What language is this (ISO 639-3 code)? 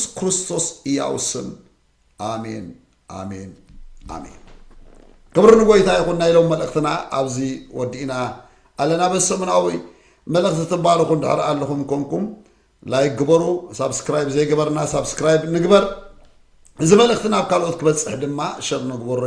tir